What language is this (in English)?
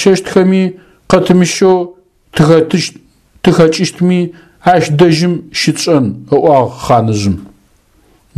Adyghe